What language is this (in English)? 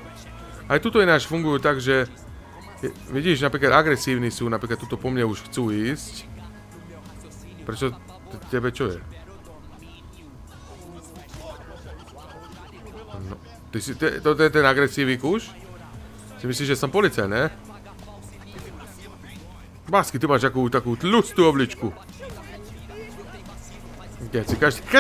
Slovak